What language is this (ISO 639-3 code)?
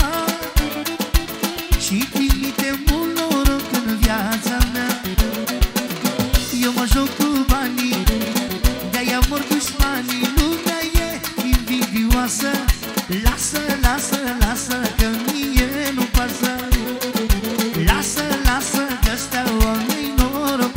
ron